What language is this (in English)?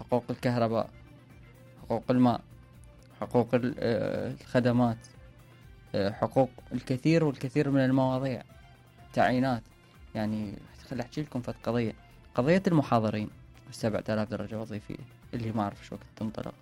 Mesopotamian Arabic